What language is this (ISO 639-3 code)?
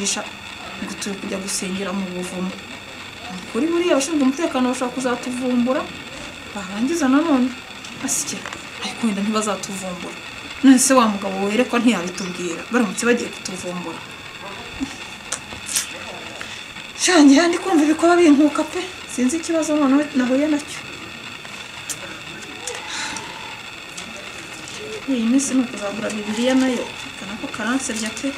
kin